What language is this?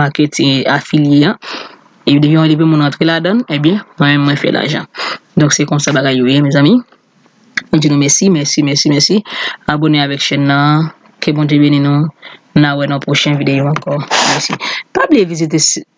Haitian Creole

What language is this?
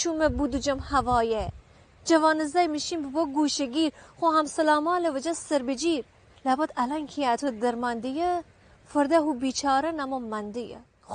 Gilaki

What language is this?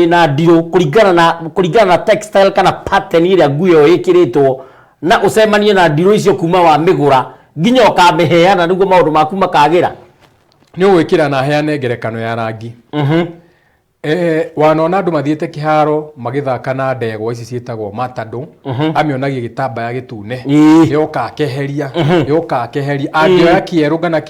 Kikuyu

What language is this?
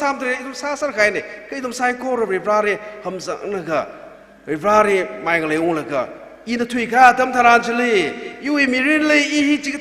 Tangkhul Naga (India)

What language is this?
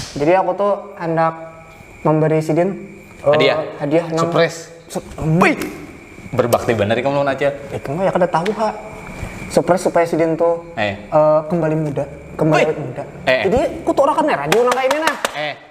Banjar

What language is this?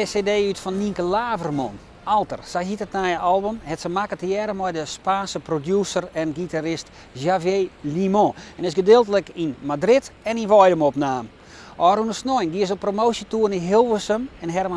Western Frisian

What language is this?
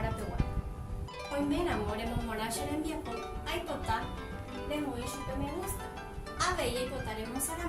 Guarani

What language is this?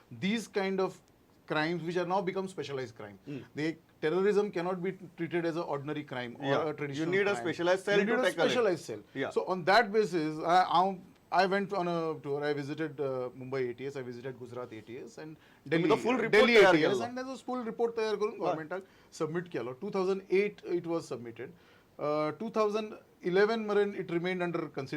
Konkani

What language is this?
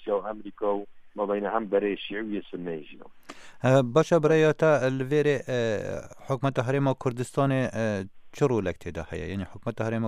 Kurdish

